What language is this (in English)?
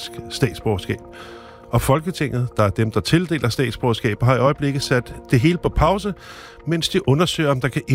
Danish